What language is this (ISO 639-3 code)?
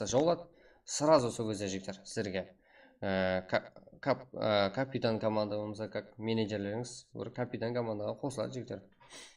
kaa